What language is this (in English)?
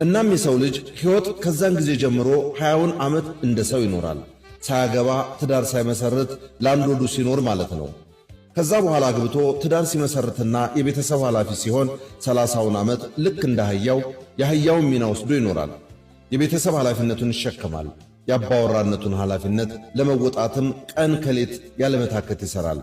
Amharic